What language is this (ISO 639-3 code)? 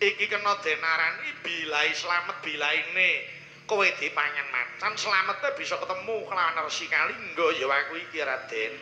jav